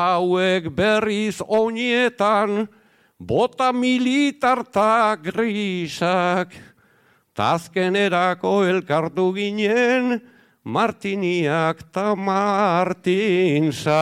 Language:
Basque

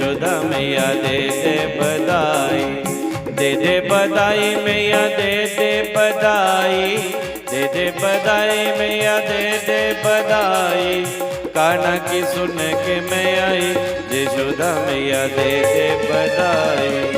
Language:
Dogri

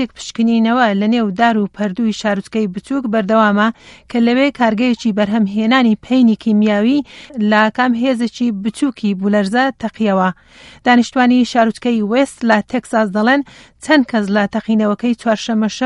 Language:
Central Kurdish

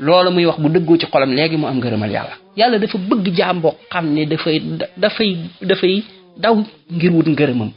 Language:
Wolof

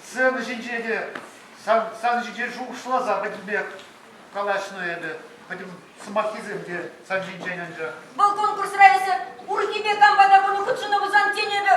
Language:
Chuvash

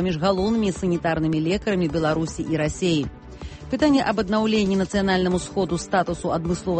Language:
Belarusian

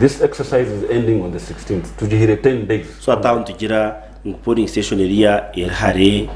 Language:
Nyankole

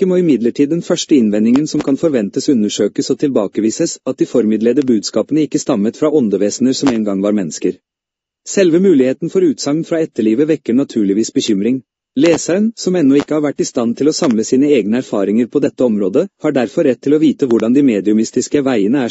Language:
Norwegian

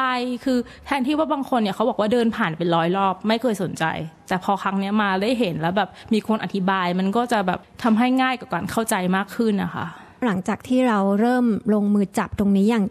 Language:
Thai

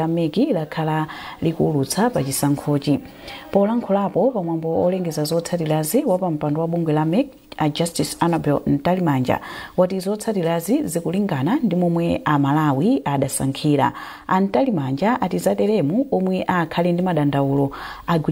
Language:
Nyanja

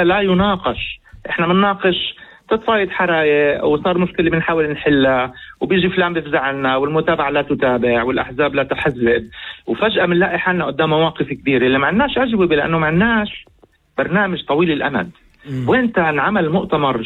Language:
North Levantine Arabic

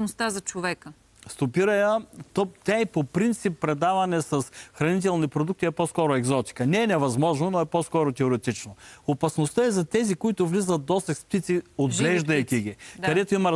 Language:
Bulgarian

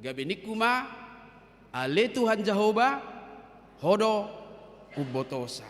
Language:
Batak Toba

